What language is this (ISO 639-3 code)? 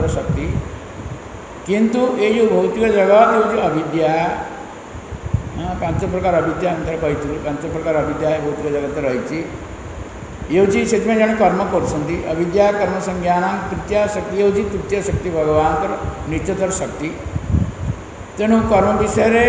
ori